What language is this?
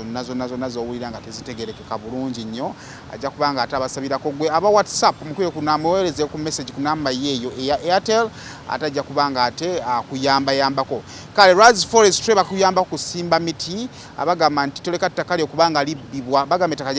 Ganda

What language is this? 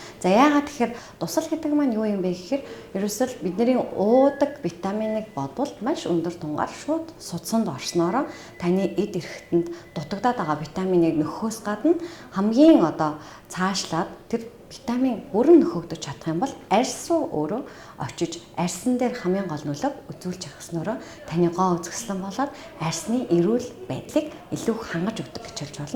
Mongolian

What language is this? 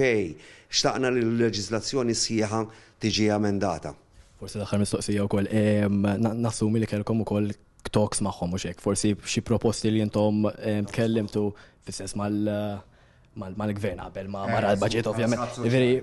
Maltese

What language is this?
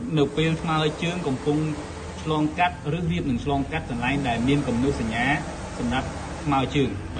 Khmer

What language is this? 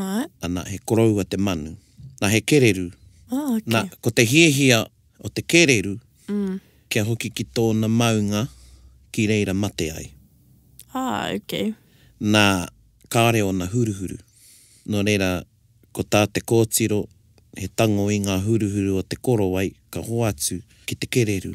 Māori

